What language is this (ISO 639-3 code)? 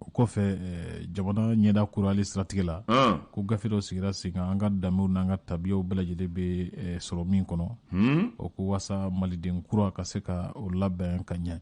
bam